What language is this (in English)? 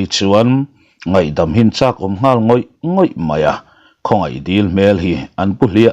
Mizo